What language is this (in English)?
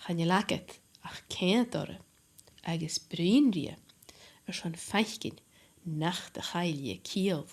Scottish Gaelic